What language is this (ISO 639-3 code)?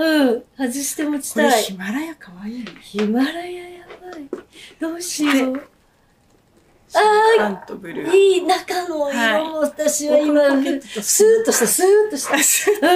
jpn